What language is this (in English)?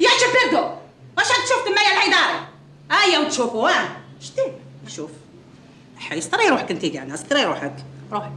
Algerian Arabic